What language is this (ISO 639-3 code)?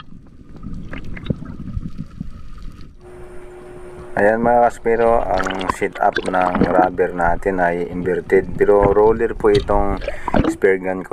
fil